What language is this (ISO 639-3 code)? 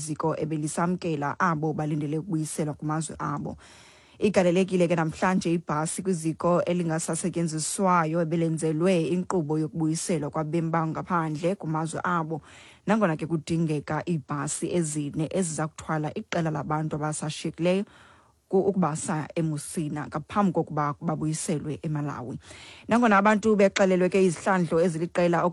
xho